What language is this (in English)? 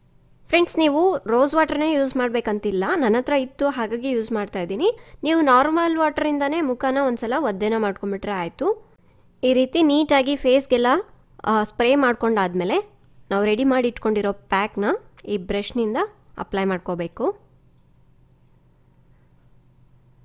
Kannada